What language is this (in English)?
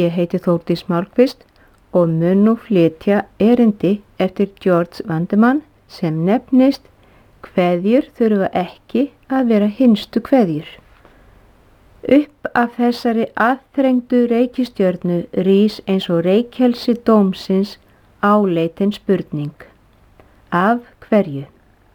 Icelandic